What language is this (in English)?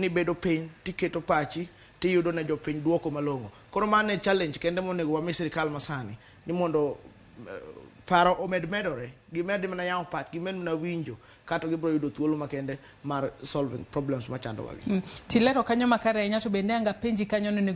Luo (Kenya and Tanzania)